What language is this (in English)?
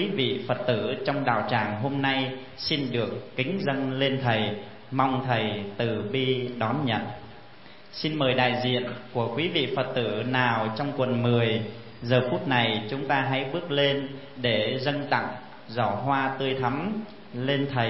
Vietnamese